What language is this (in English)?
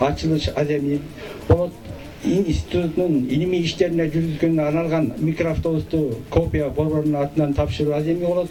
Kyrgyz